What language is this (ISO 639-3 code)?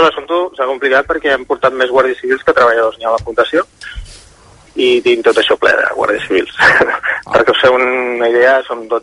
cat